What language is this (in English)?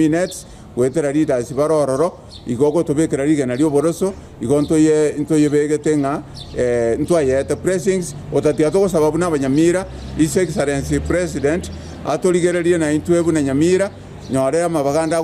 Gusii